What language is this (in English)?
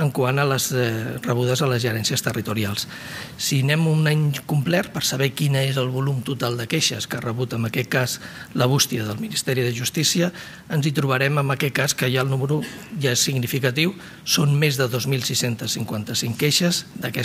Catalan